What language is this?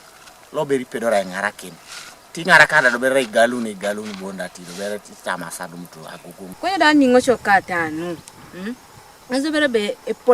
Teso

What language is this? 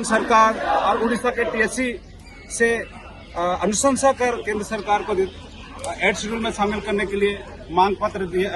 Santali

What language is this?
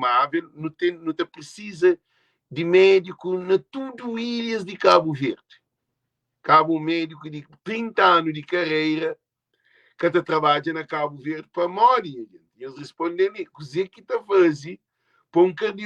Kabuverdianu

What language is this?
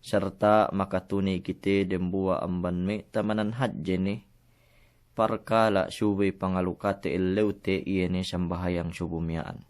Yakan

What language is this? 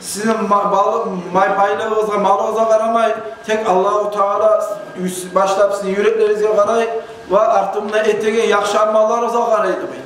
Kumyk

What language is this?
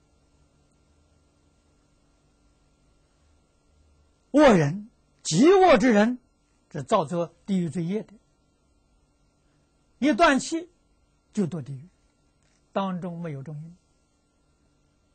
Chinese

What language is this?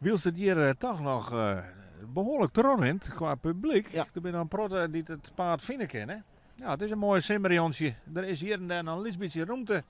Western Frisian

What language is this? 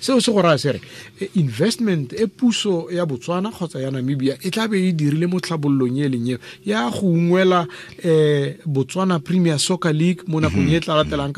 Tswana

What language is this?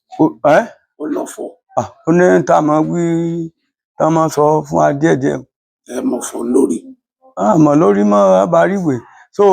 Yoruba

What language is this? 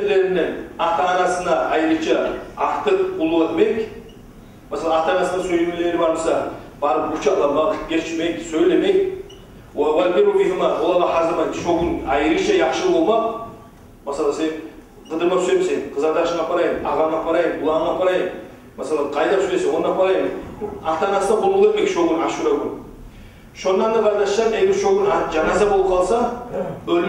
Kumyk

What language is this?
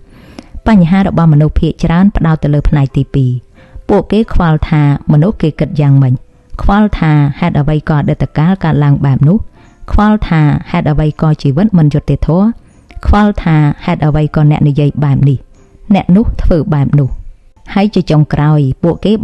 Khmer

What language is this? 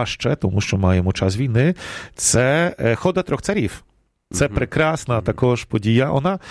Ukrainian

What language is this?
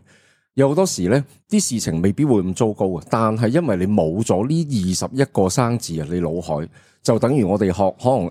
Cantonese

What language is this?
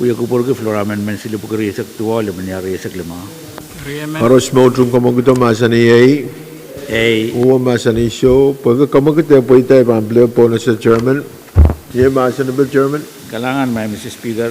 Pohnpeian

